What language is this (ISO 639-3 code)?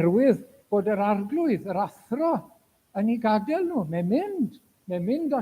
cym